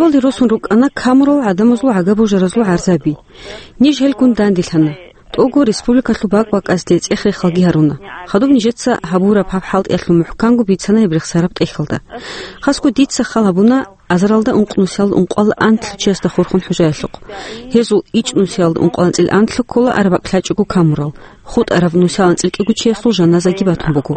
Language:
Avaric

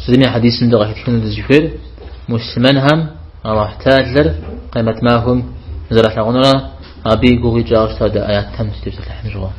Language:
Kabardian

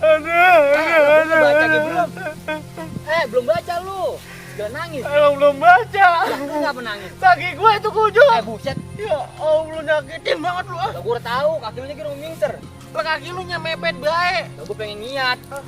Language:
Betawi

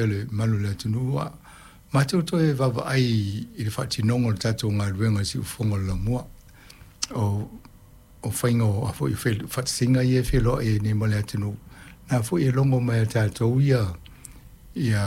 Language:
Samoan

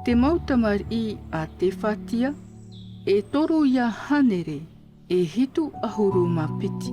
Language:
Tahitian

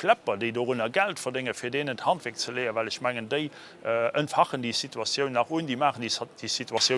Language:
Luxembourgish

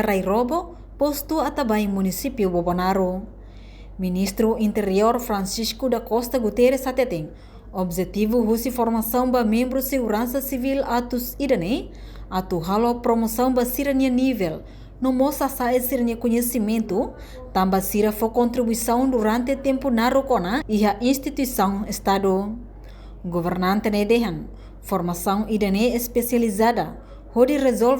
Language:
Tetum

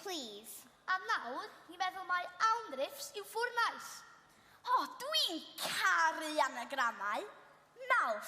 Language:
Welsh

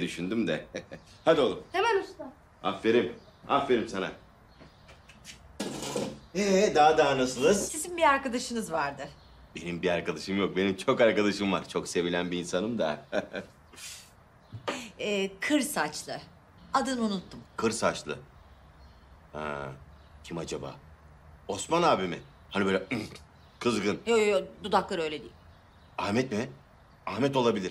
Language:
Turkish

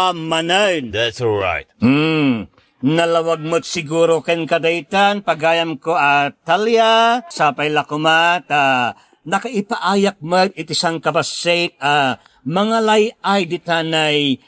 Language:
Iloko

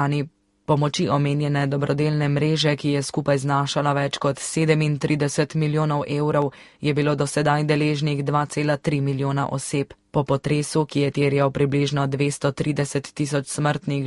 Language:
Slovenian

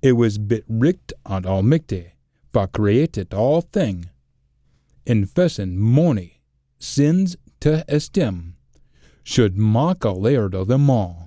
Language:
Scots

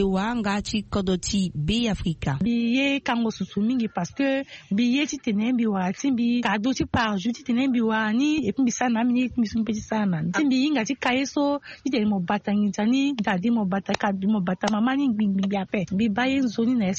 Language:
Sango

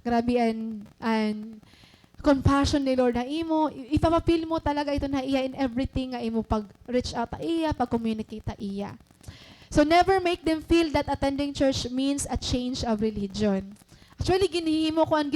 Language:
Waray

